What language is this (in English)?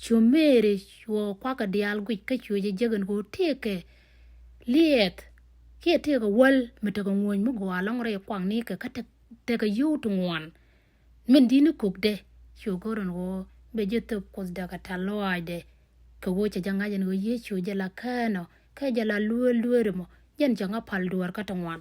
Nuer